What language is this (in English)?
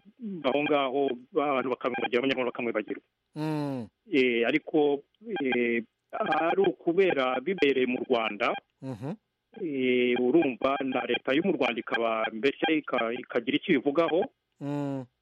Kinyarwanda